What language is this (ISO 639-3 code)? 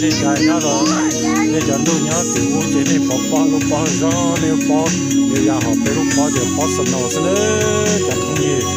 hmn